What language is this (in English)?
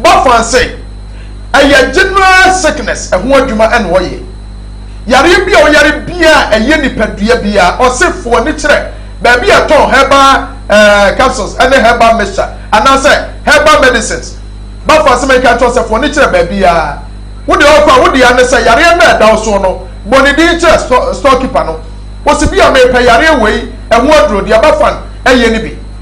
Akan